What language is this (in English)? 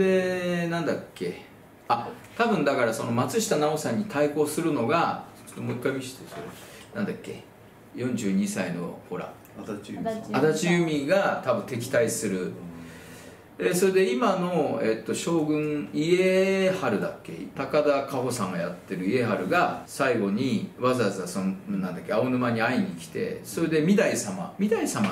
Japanese